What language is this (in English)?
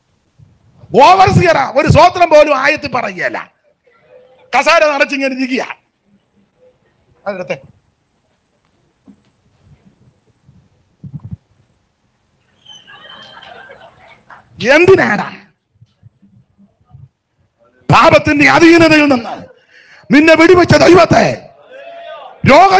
Malayalam